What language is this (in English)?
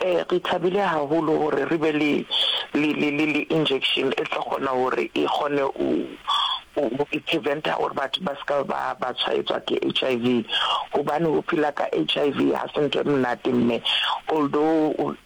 Northern Sotho